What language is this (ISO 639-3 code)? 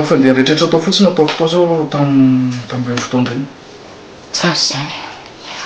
mlg